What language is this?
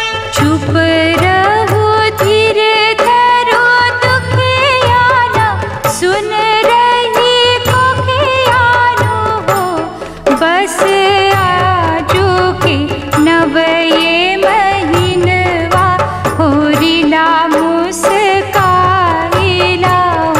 Bhojpuri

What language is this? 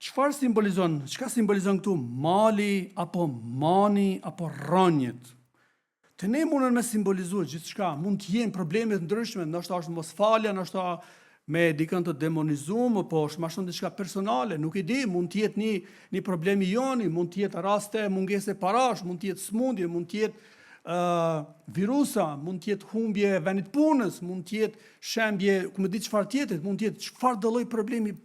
Albanian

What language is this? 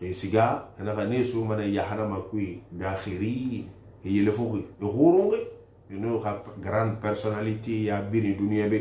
Susu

